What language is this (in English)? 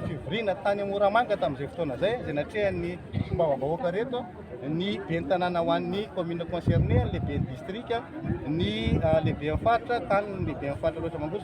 Malagasy